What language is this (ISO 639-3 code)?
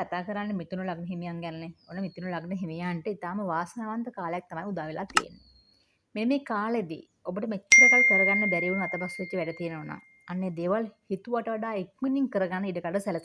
sin